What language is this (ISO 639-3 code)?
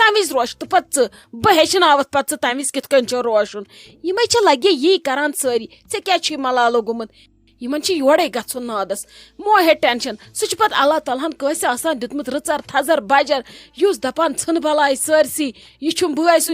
kas